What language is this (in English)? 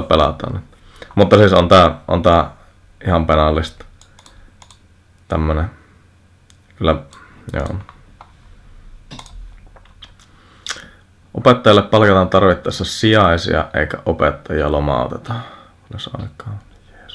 Finnish